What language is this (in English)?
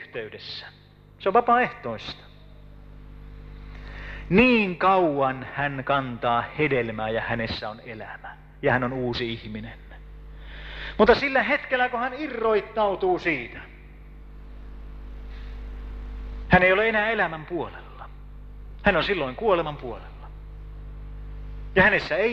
Finnish